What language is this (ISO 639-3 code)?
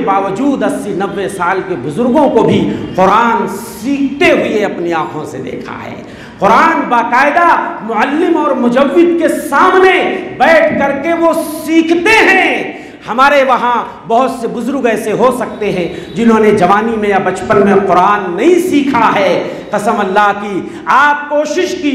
urd